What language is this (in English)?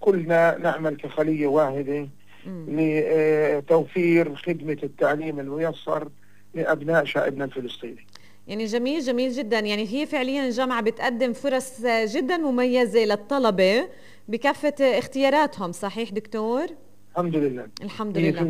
North Levantine Arabic